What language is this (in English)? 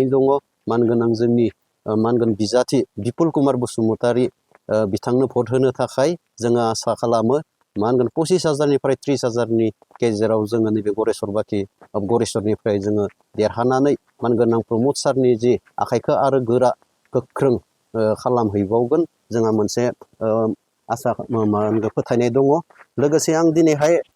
Bodo